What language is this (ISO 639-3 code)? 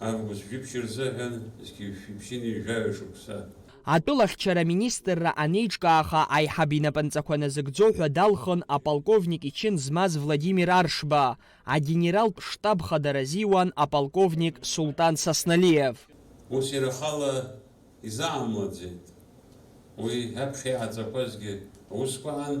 abk